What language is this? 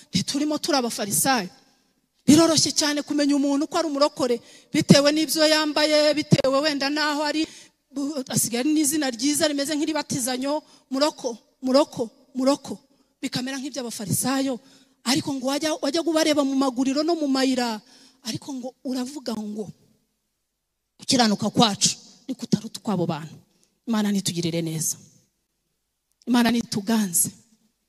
Kinyarwanda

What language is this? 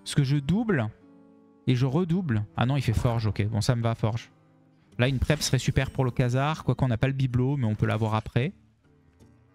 French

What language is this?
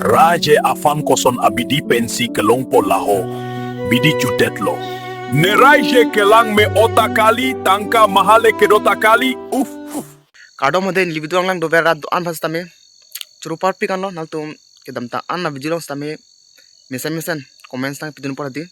Karbi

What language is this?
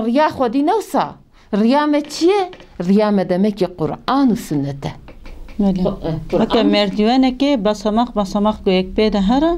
Kurdish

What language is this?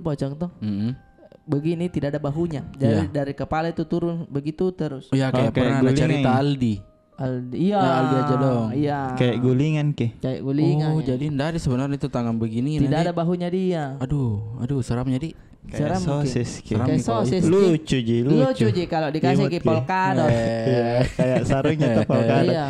Makassar Malay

